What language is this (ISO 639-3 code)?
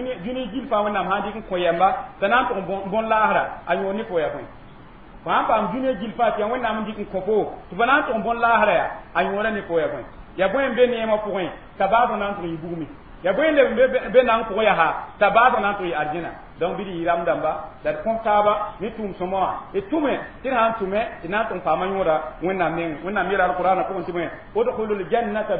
mos